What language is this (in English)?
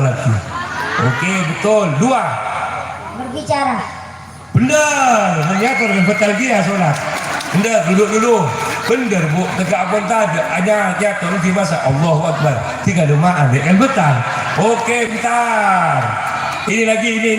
Madurese